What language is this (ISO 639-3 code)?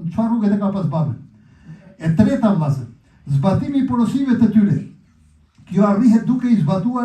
sqi